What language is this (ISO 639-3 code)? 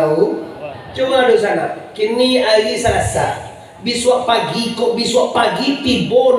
min